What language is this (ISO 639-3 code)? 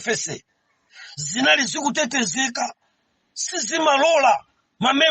nya